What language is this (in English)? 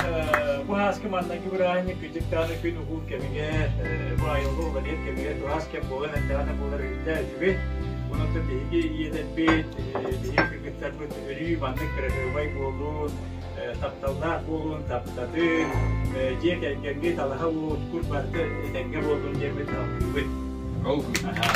Yakut